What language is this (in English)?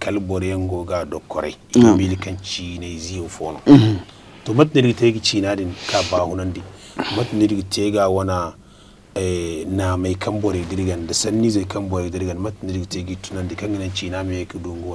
Zarma